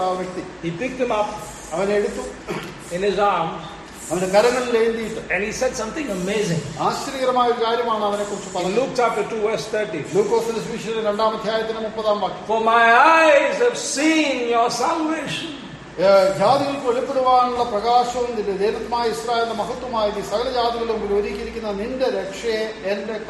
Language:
Malayalam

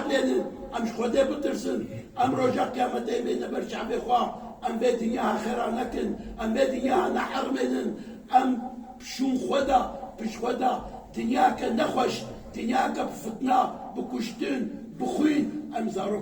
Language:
Kurdish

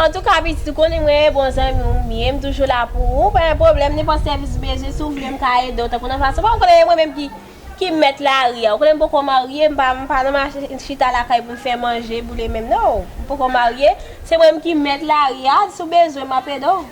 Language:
Haitian Creole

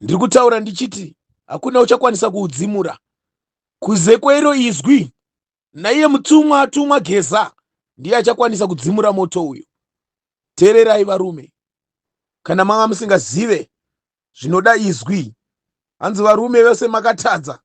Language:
Shona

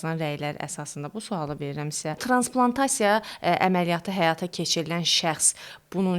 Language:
Azerbaijani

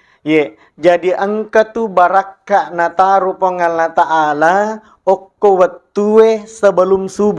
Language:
Buginese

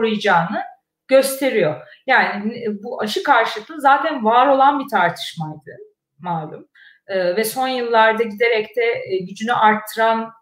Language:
Turkish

